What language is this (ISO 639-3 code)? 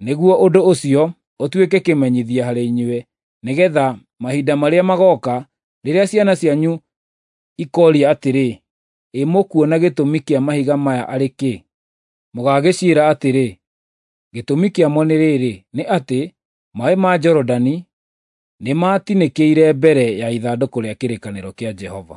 kik